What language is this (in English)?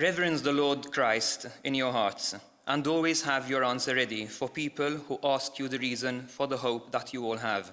English